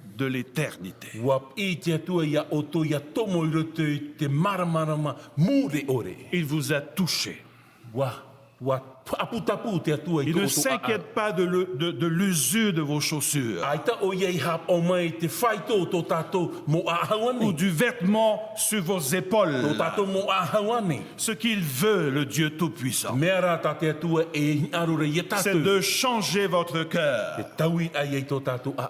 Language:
Tahitian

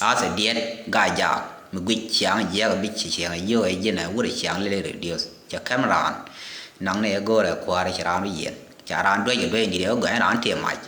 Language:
Nuer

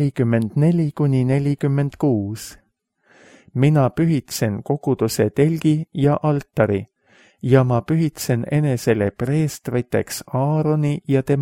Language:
Estonian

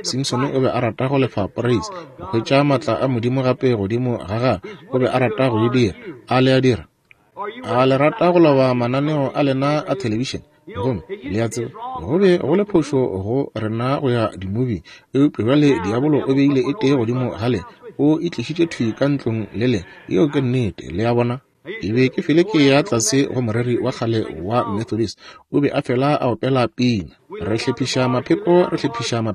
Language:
Northern Sotho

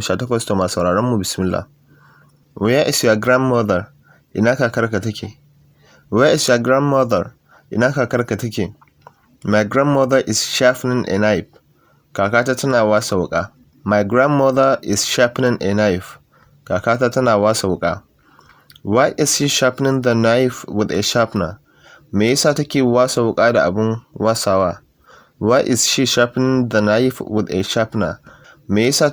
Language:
Hausa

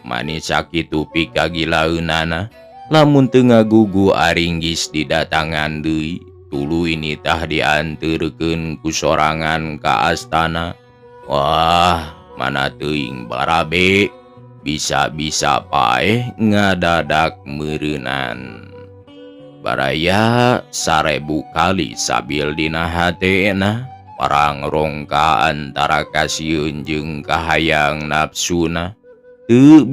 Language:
Sundanese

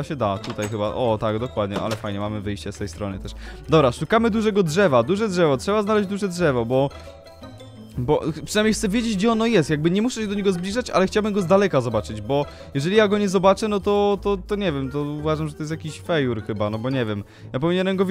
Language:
Polish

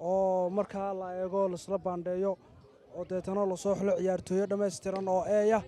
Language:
Somali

